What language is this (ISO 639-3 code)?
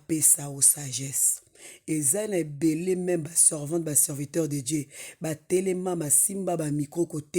lin